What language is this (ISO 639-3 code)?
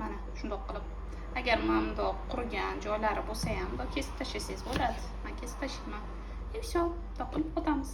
uzb